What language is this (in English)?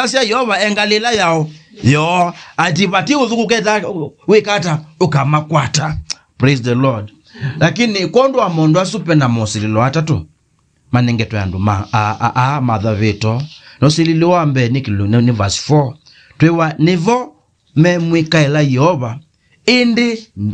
Kamba